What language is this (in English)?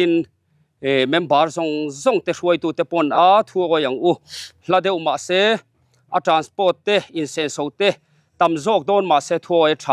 Mizo